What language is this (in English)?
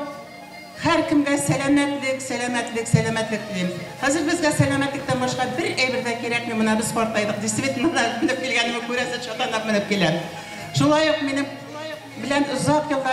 Bashkir